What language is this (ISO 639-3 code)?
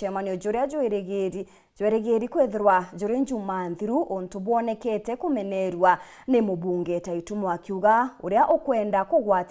mer